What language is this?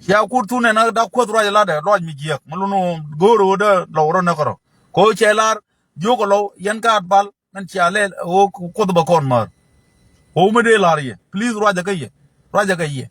Nuer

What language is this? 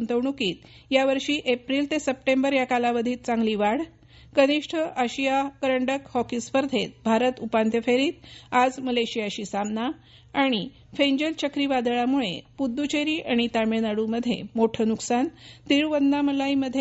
Marathi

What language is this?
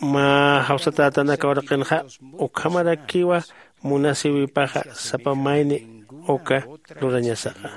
Aymara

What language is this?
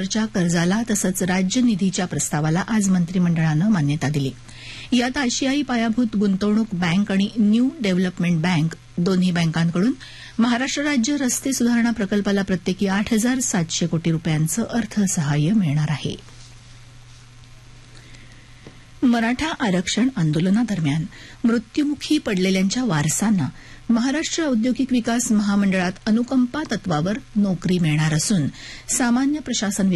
Marathi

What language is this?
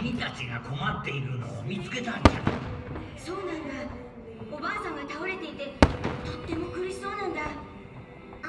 Japanese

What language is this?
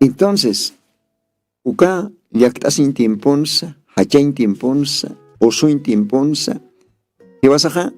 Aymara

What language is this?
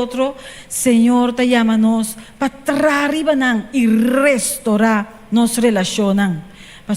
Papiamento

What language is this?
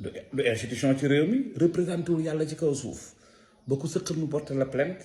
Wolof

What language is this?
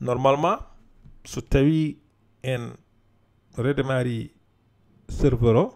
Fula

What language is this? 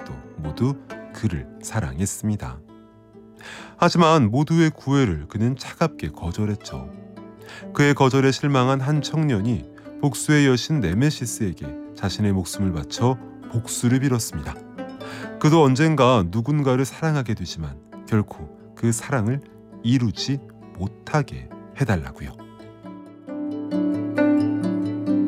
Korean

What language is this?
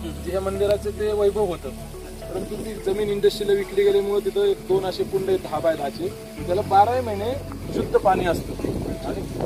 Marathi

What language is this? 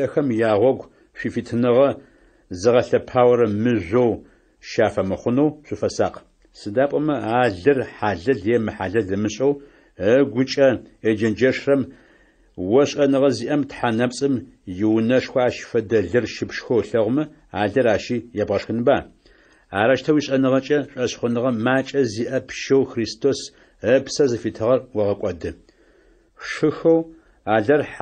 Adyghe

